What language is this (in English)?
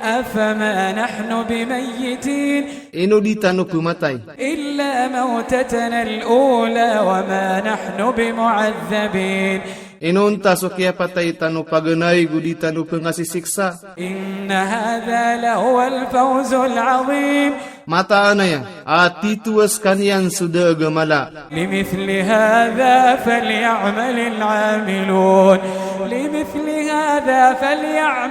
Maranao